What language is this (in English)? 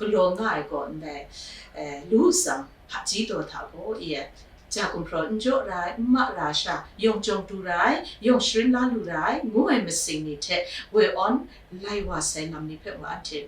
Kachin